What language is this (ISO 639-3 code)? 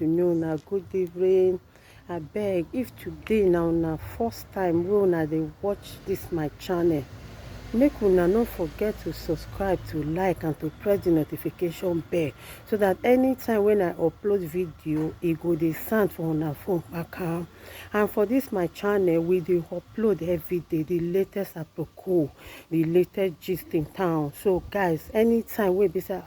pcm